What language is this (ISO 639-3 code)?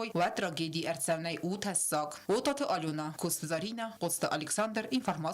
oss